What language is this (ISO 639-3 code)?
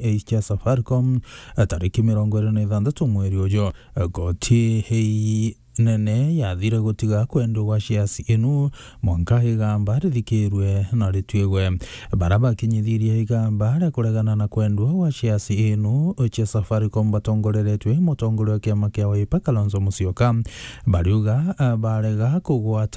mer